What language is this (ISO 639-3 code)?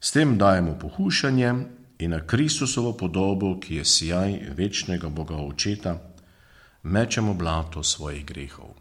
slv